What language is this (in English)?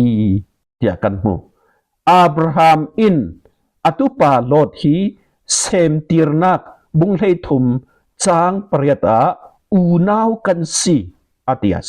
Falam Chin